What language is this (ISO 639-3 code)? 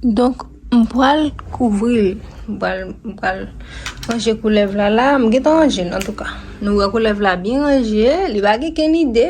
hat